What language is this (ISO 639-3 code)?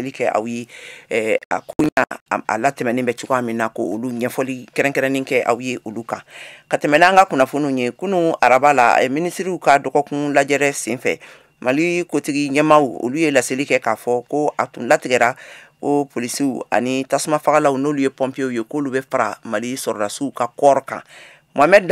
bam